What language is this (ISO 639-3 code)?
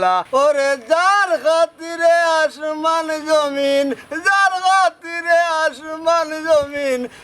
syl